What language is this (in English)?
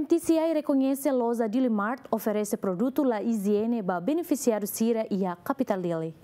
Tetum